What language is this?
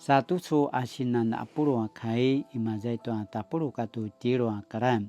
Paiwan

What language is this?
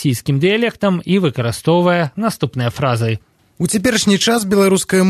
Belarusian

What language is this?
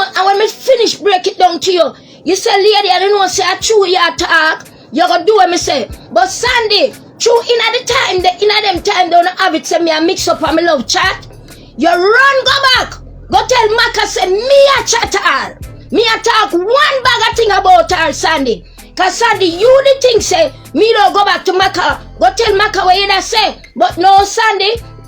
Jamaican Creole English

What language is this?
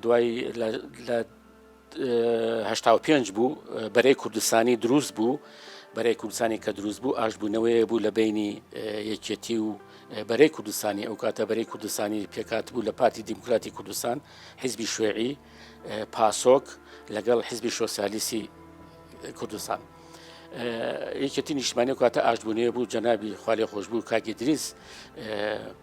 Central Kurdish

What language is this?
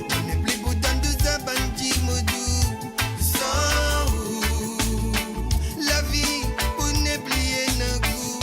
Morisyen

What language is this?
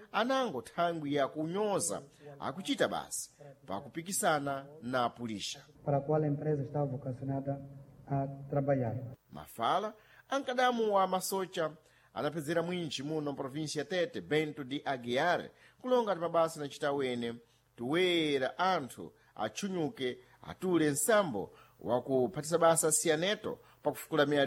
Sena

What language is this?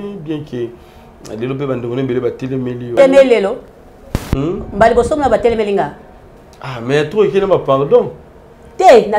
Lingala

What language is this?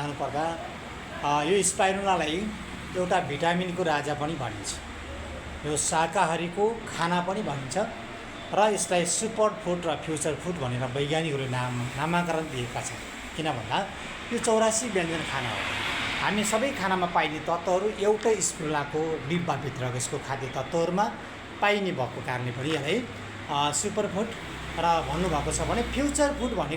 Nepali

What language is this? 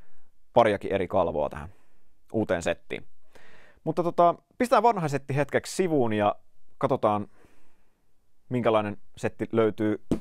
Finnish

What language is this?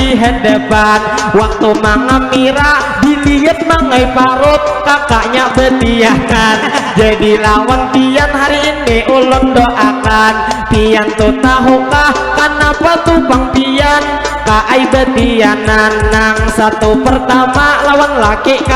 Banjar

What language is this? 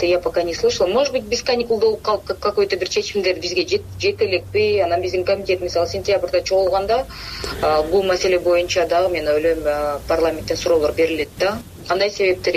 Kyrgyz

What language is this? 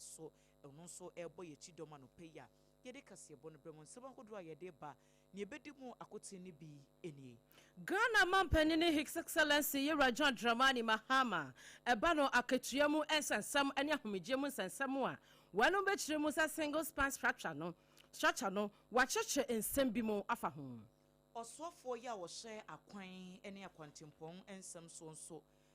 Akan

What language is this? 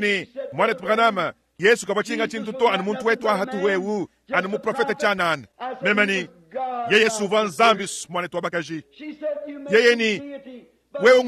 Luba-Lulua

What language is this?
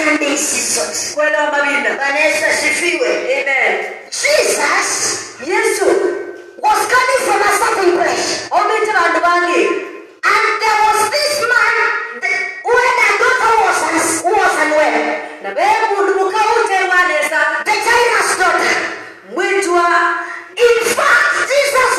Kamba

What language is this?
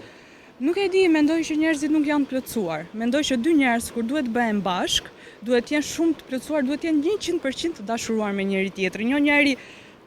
Albanian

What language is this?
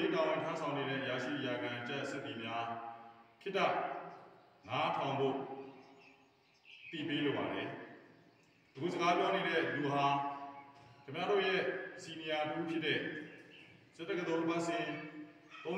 Burmese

